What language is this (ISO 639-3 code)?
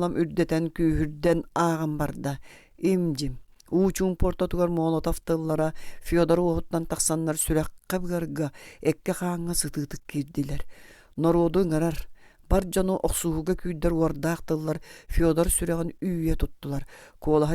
sah